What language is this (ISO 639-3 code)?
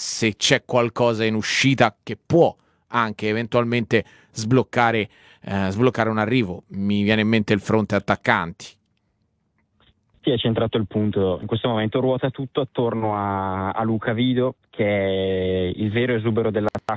ita